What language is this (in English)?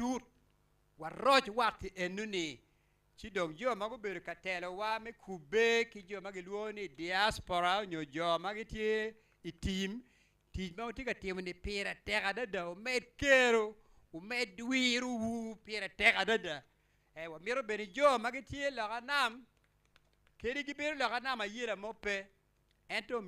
Acoli